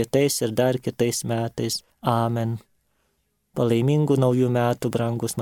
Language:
Lithuanian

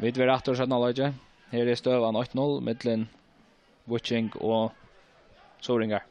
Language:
Faroese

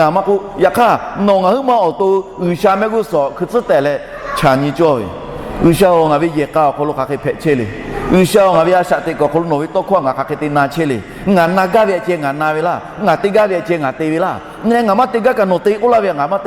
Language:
Lahu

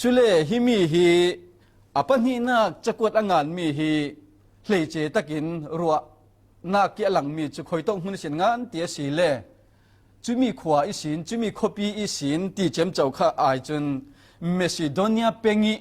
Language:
Falam Chin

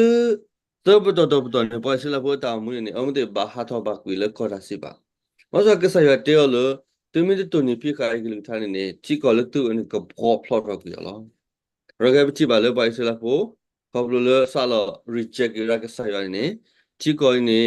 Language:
S'gaw Karen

